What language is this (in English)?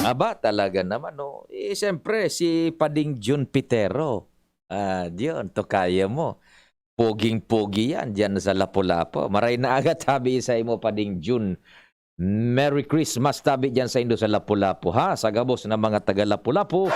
Bikol